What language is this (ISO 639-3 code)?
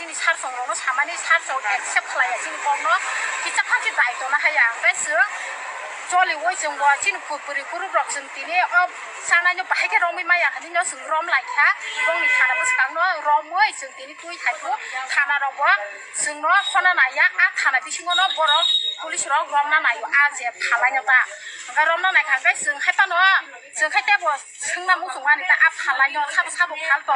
trp